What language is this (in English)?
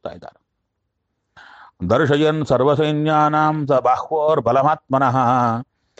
Kannada